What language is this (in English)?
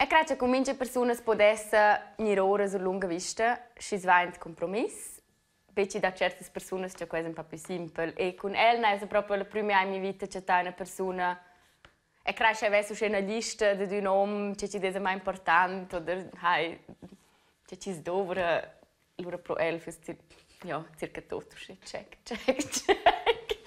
Romansh